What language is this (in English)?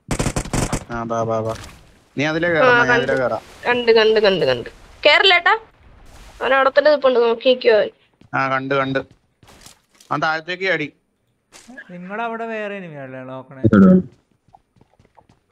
Malayalam